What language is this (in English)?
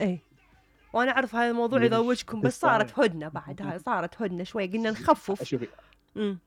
Mesopotamian Arabic